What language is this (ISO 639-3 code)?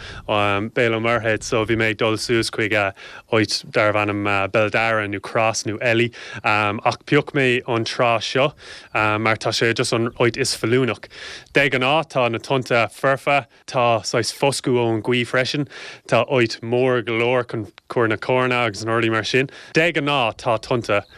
gle